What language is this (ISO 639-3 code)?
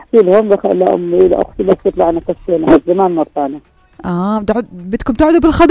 apc